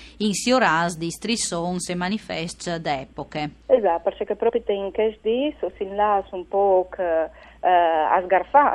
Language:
Friulian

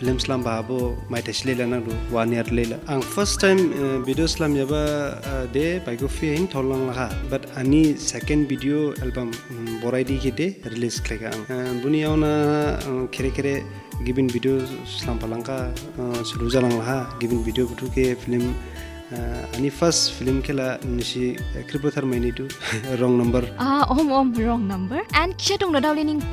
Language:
Dimasa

